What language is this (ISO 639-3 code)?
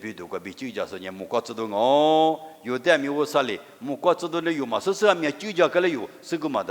lis